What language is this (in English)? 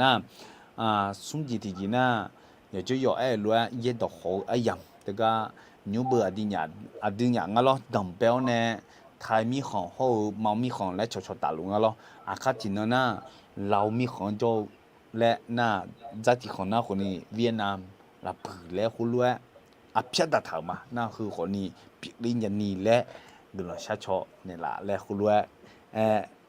Akha